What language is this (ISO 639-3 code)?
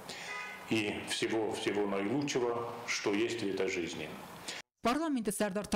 oss